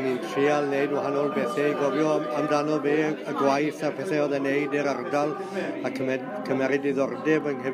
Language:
Welsh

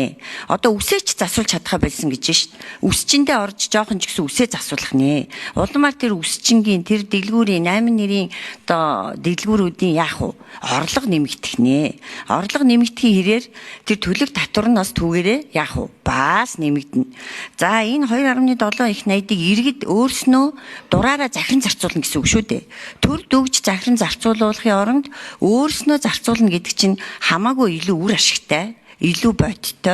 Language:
Mongolian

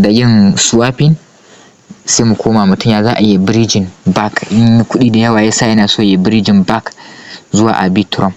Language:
Hausa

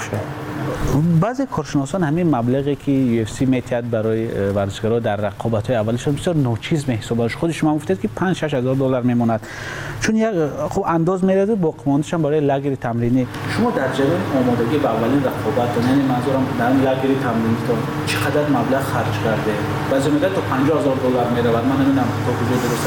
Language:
Tajik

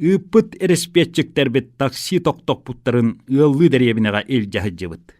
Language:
Yakut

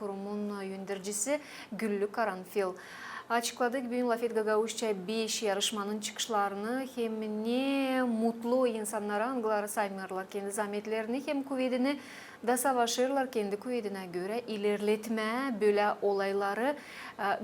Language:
Gagauz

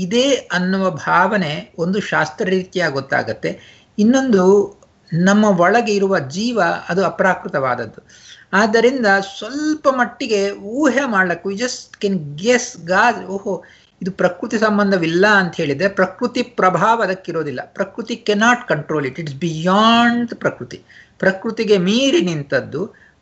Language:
Kannada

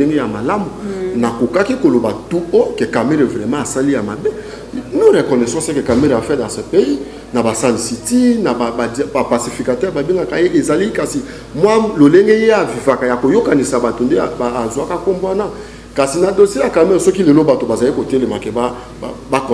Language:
Lingala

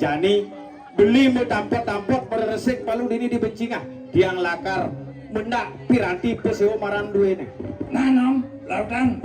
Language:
Balinese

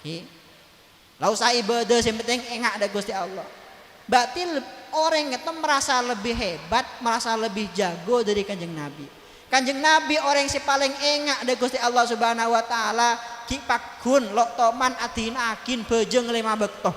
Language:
Madurese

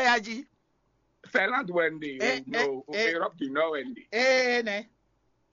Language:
Fon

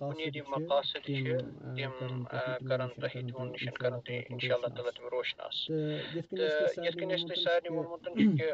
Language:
Kashmiri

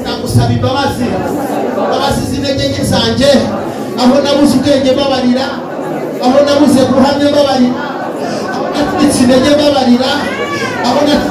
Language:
Kinyarwanda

